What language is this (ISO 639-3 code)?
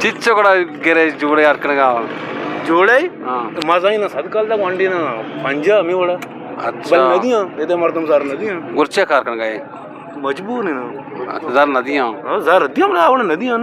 bgp